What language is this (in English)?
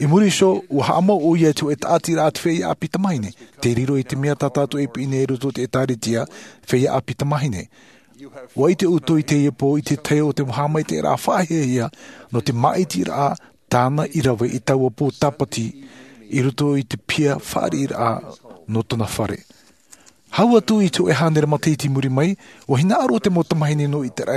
Tahitian